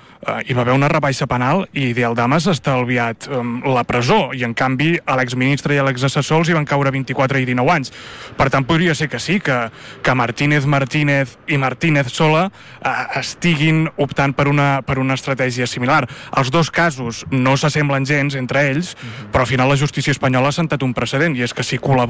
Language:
Catalan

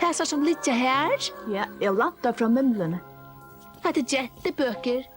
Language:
Faroese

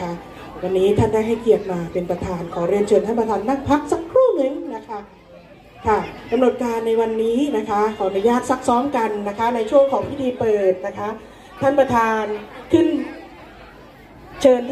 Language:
Thai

